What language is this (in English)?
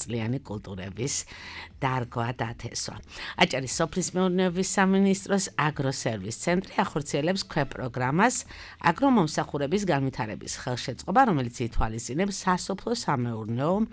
Georgian